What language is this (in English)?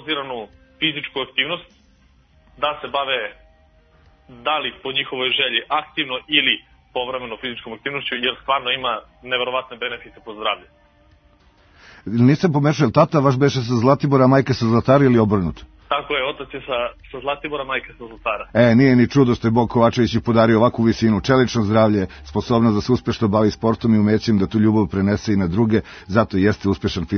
Serbian